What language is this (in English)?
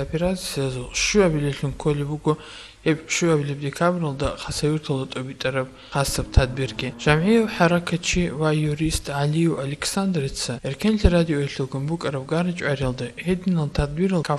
Avaric